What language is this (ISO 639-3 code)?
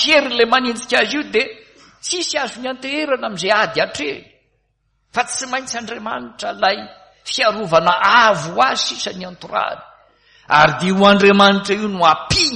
mlg